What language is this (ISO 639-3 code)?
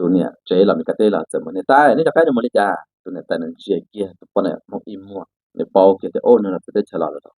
hmn